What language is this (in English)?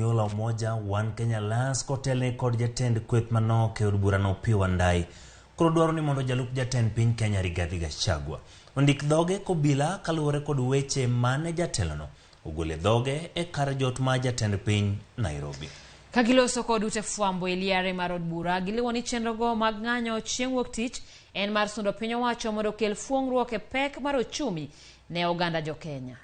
Luo (Kenya and Tanzania)